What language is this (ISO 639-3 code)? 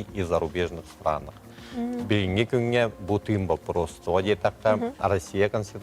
sah